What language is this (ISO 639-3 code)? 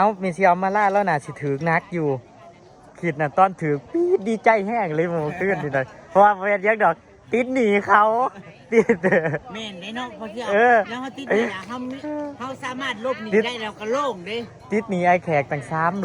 tts